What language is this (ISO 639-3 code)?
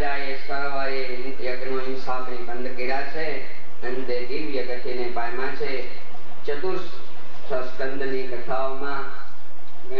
guj